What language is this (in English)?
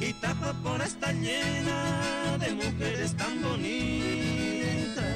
Guarani